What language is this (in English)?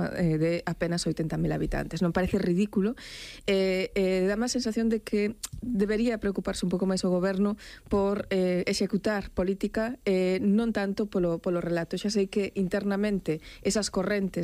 Galician